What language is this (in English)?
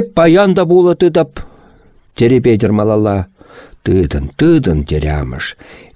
Chuvash